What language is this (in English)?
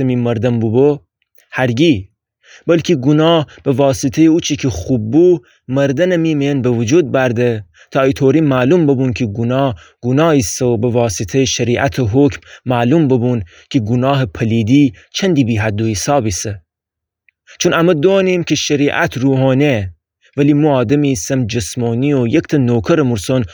Gilaki